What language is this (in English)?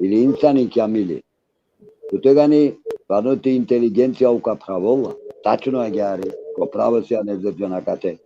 Balkan Romani